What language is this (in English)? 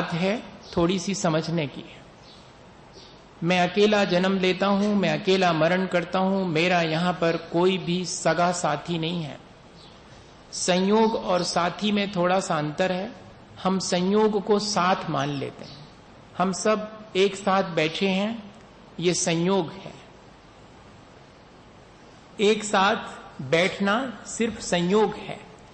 Hindi